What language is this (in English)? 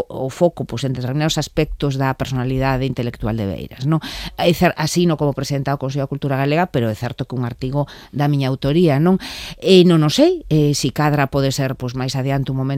Galician